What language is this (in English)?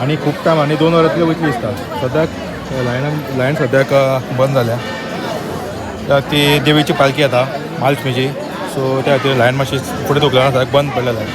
Konkani